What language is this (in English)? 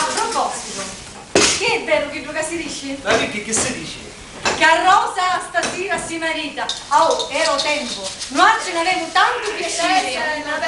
Sicilian